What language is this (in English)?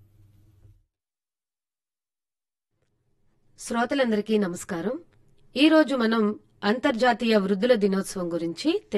Telugu